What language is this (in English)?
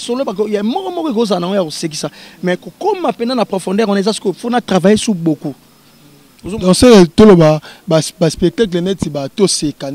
Lingala